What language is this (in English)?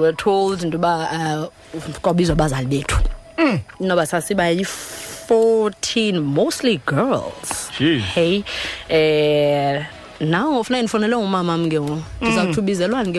Xhosa